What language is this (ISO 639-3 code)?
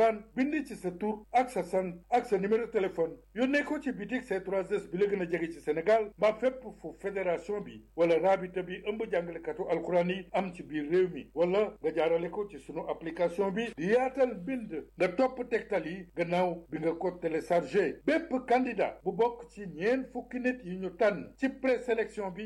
wol